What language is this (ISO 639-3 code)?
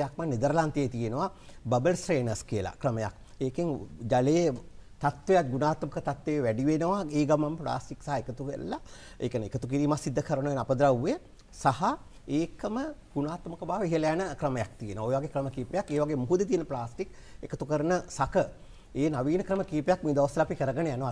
sin